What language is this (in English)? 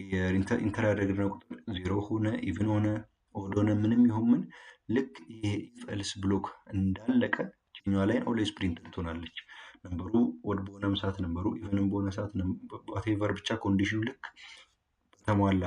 Amharic